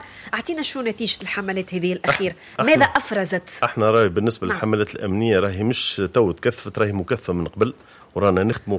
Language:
Tunisian Arabic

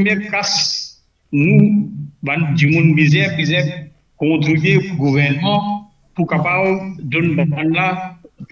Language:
Morisyen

